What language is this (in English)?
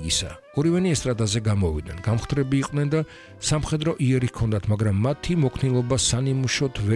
Georgian